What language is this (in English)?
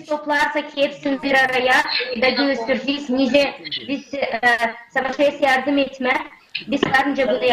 Gagauz